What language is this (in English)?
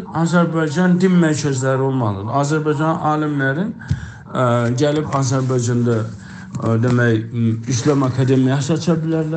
South Azerbaijani